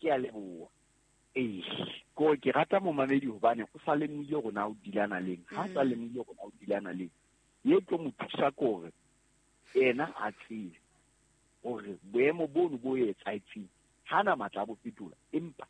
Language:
Southern Sotho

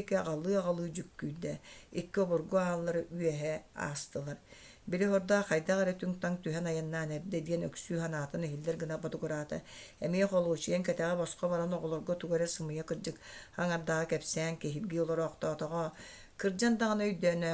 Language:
Yakut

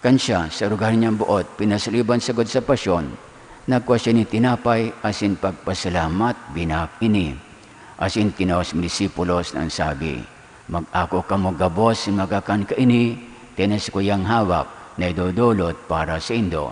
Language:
Bikol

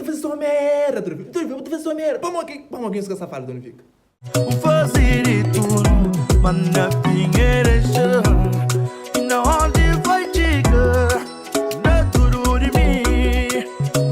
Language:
Kabuverdianu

